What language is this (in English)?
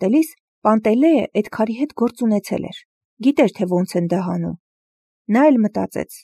Armenian